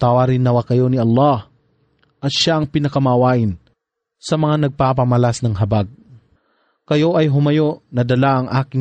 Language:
Filipino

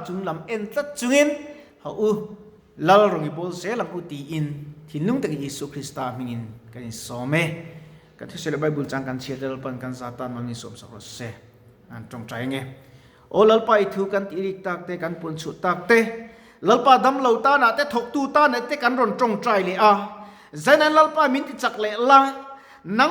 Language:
Mizo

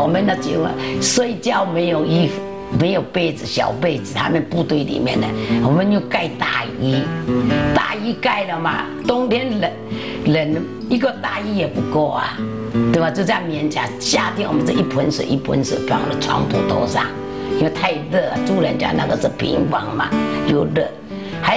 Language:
Chinese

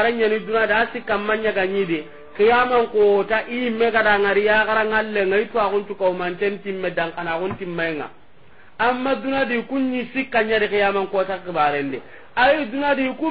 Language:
Soninke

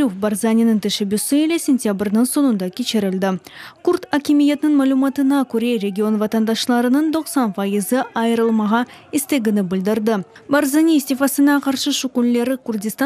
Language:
Crimean Tatar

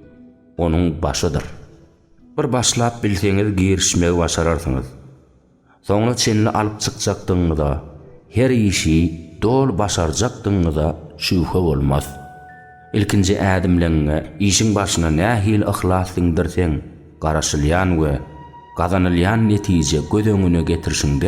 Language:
Turkmen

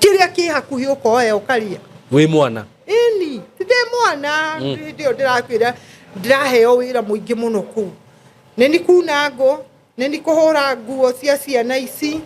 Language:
Kikuyu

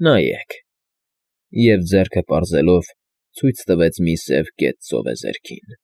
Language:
Armenian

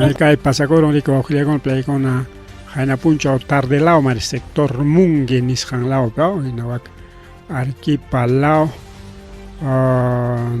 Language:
Ayacucho Quechua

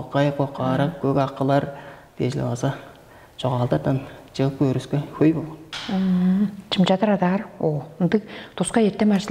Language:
Tuvinian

